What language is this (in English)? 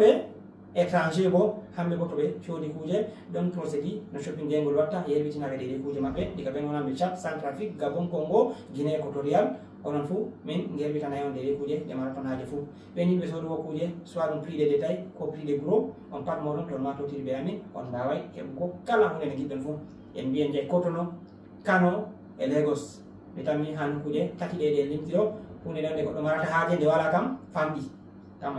Fula